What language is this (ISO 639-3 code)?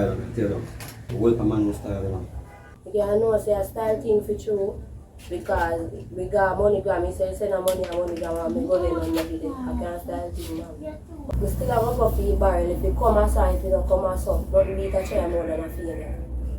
jam